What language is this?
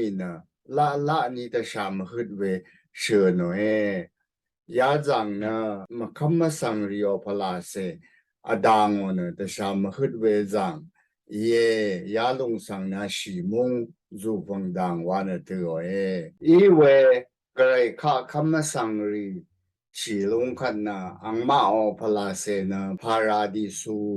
Rawang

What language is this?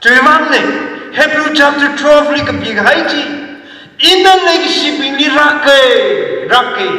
Tangkhul Naga (India)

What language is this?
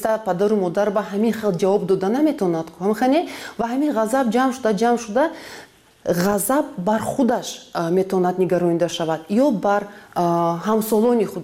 Tajik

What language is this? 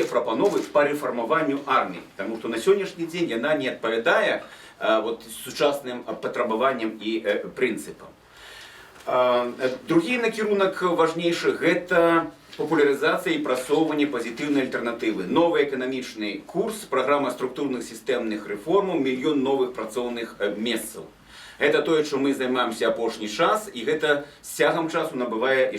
Belarusian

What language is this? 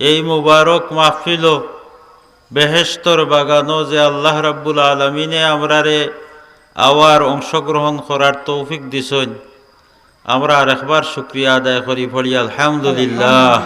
Sylheti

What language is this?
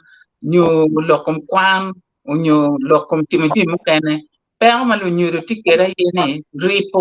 Acoli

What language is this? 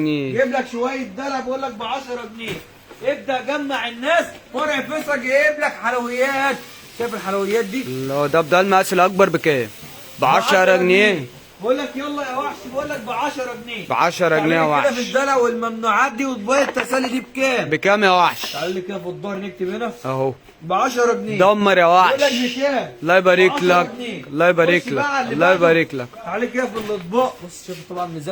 Egyptian Arabic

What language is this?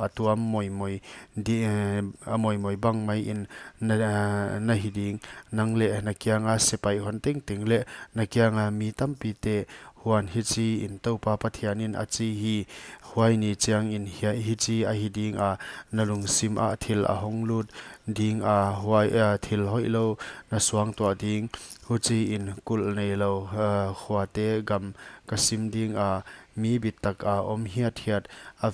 Paite Chin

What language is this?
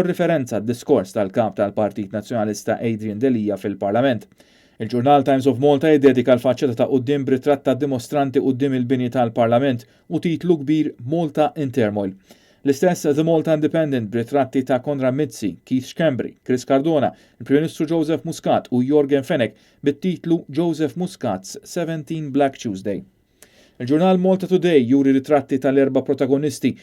Maltese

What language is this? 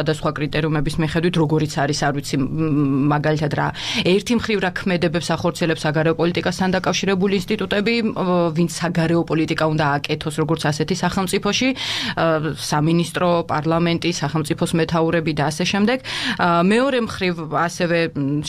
Georgian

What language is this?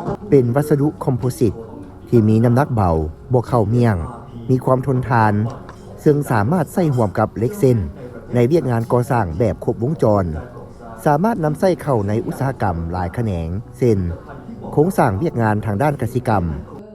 Lao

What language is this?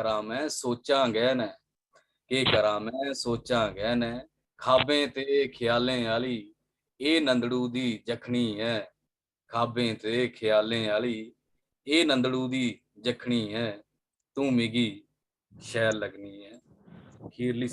Dogri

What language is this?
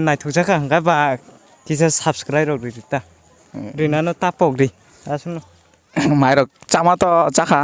Kok Borok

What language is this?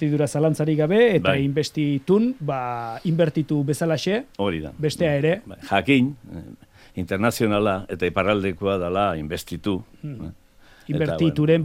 Basque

